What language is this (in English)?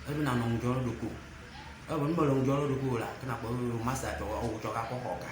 Ewe